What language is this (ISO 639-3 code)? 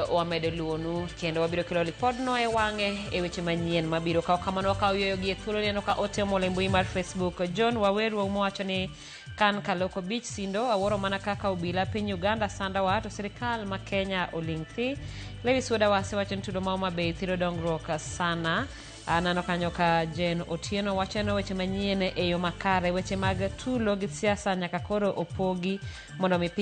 luo